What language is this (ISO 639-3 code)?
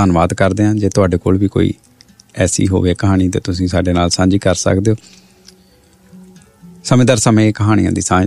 pan